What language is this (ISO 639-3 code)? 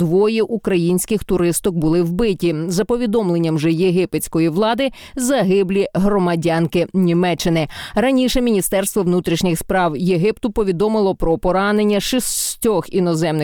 ukr